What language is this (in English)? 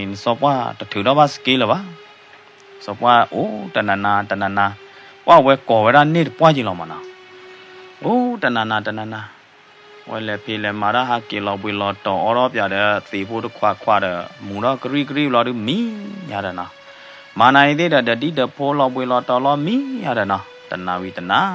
S'gaw Karen